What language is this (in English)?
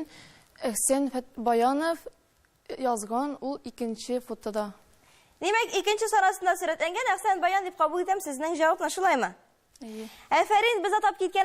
Tatar